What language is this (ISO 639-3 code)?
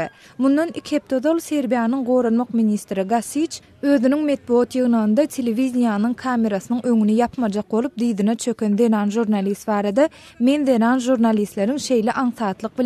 tuk